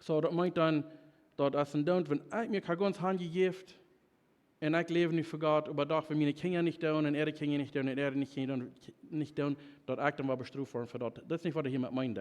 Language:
Plautdietsch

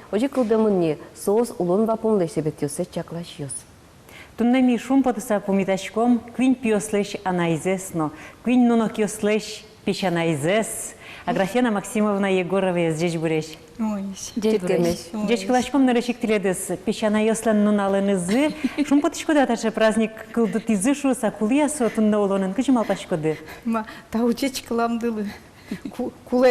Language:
Udmurt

